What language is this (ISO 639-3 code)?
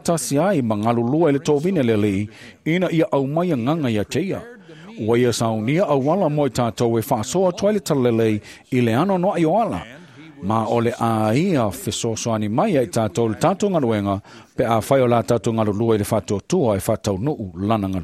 smo